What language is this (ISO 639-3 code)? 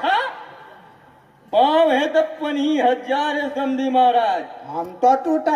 bho